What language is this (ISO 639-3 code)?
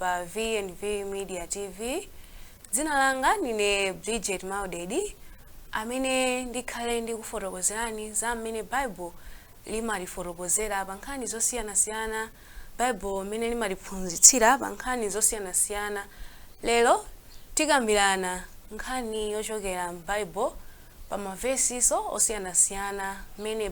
nya